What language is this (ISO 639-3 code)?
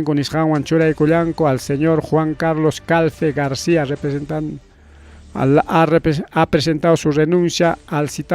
quy